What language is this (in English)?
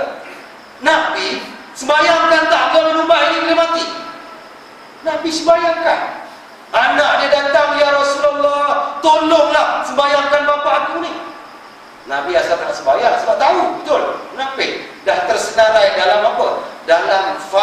Malay